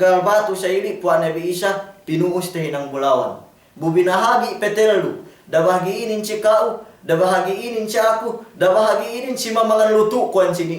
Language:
Yakan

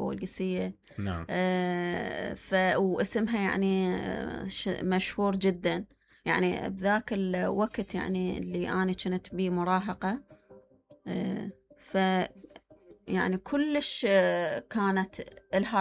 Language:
Mesopotamian Arabic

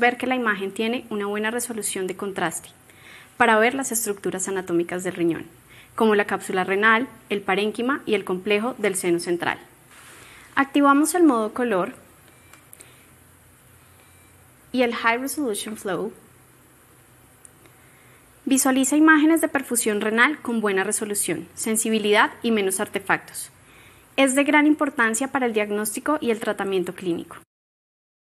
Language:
Spanish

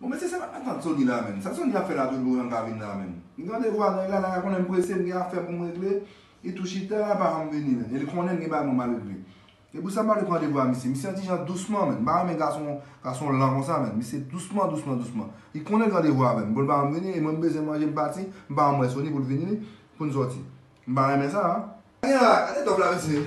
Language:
Haitian Creole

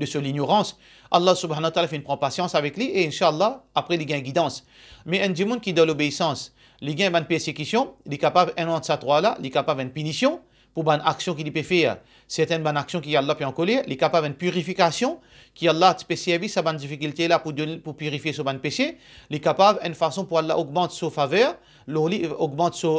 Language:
Morisyen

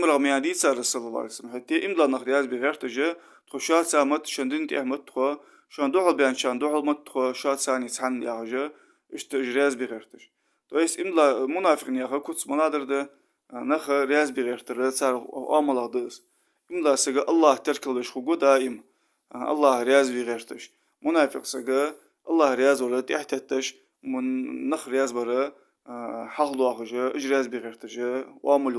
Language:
Ingush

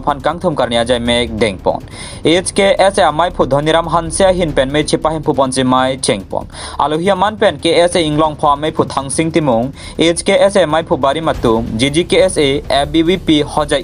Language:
Karbi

